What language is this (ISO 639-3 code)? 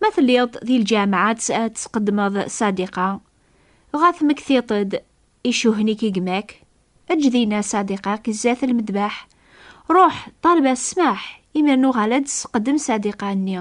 kab